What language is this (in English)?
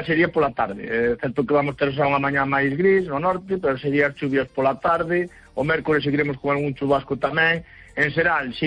Galician